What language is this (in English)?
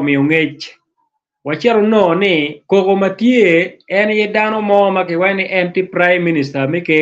Acoli